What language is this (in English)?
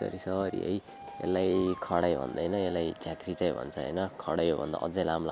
Nepali